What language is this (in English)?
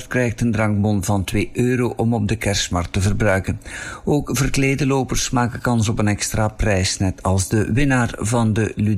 Dutch